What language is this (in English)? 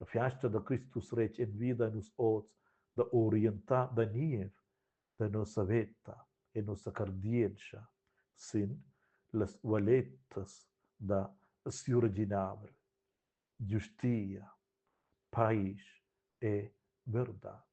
Romansh